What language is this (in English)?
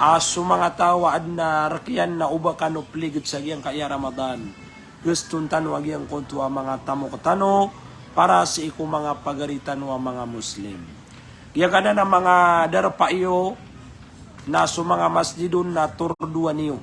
Maranao